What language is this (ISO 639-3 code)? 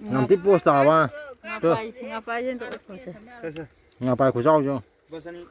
mni